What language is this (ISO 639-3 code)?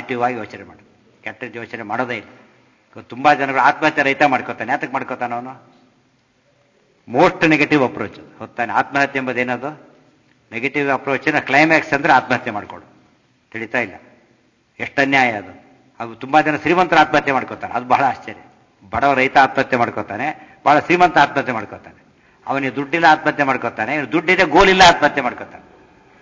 kan